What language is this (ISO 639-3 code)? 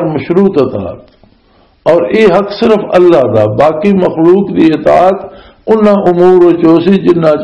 lah